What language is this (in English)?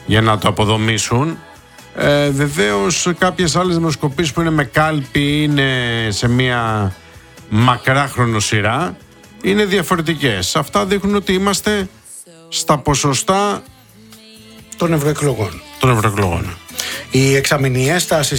Greek